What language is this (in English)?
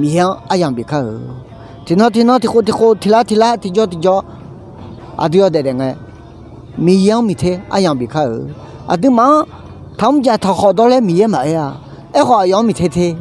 Akha